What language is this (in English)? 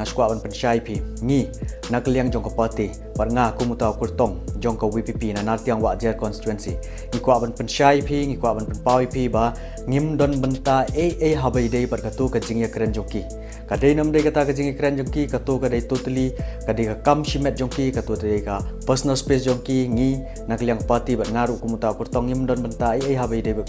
Khasi